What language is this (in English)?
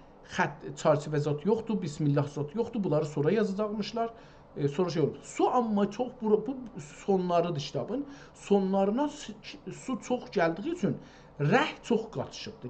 South Azerbaijani